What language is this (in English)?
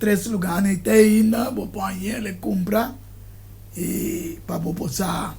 Papiamento